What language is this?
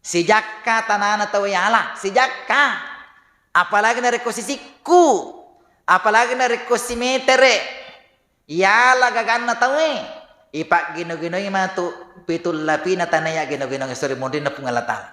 Buginese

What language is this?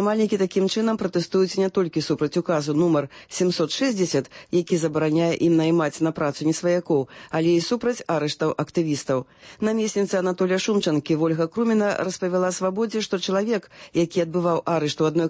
Belarusian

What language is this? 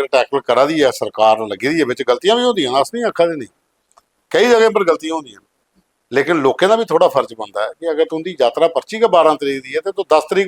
Dogri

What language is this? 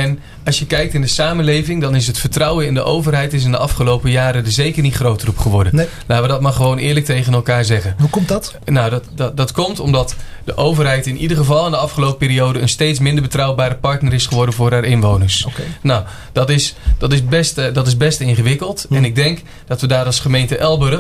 Dutch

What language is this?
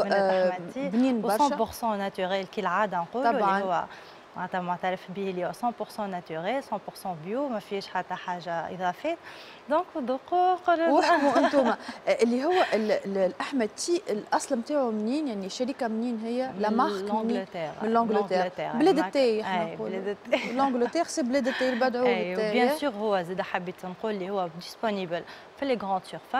Tunisian Arabic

